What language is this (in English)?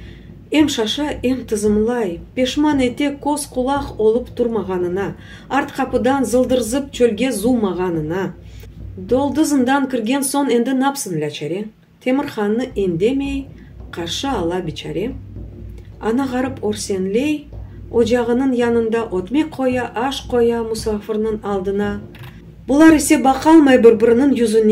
Crimean Tatar